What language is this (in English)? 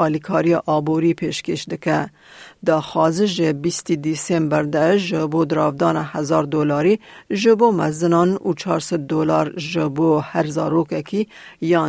Kurdish